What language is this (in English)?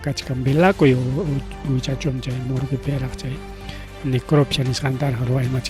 Ayacucho Quechua